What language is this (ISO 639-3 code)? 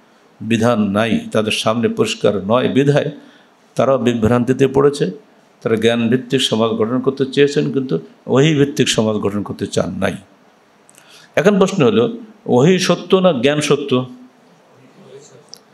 ben